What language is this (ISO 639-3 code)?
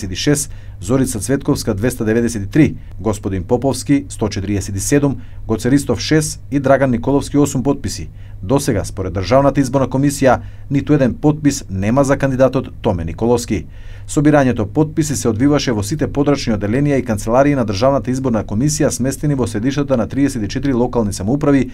mkd